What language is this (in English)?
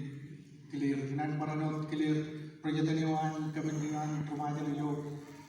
Marshallese